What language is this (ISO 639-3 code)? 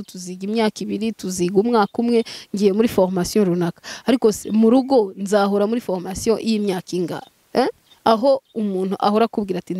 kin